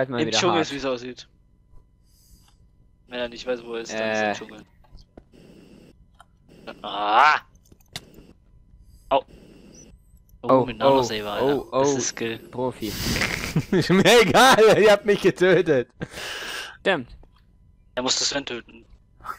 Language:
German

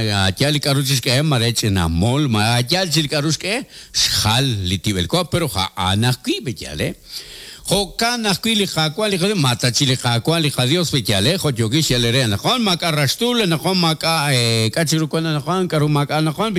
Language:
Kekchí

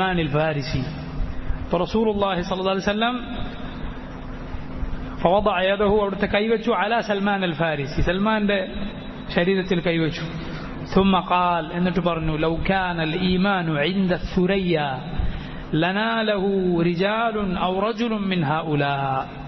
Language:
Malayalam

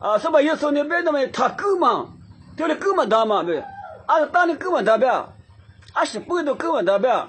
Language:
Lisu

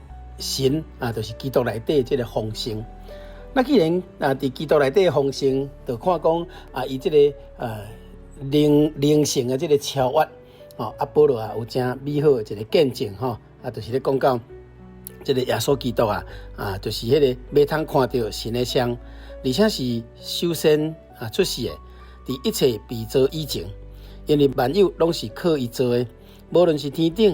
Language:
Min Nan Chinese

